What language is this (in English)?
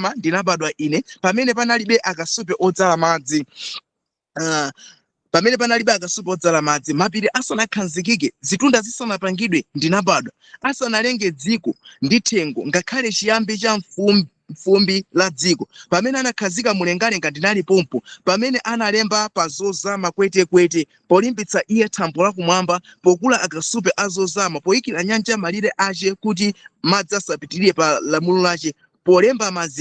Nyanja